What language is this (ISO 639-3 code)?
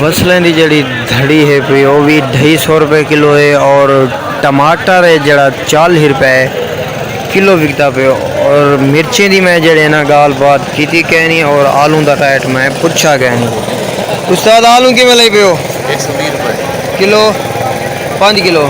skr